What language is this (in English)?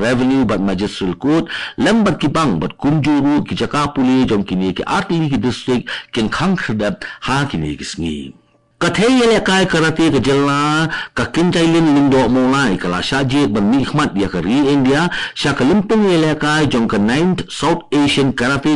Khasi